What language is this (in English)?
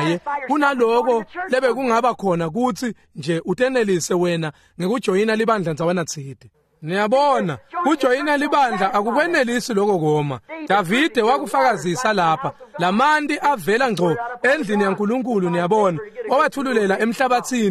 Swati